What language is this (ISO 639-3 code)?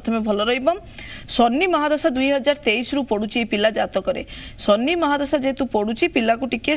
ori